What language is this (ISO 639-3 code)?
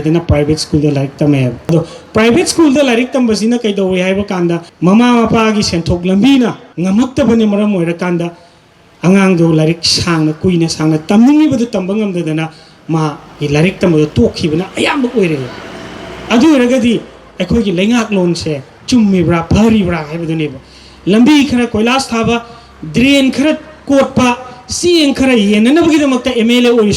mni